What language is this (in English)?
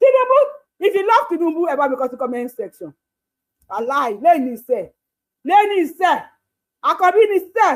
Yoruba